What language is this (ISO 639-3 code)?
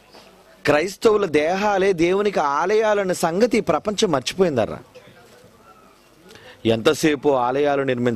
tel